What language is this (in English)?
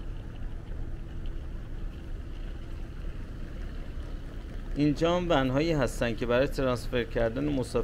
Persian